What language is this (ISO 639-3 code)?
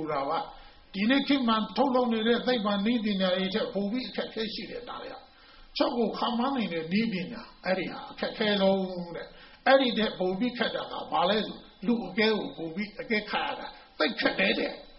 mya